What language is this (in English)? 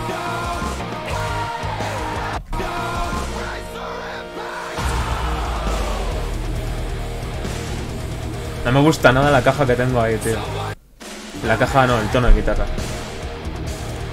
Spanish